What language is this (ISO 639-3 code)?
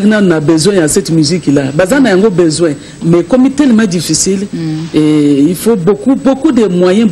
lin